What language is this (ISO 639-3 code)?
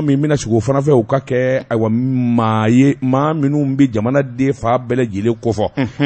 bam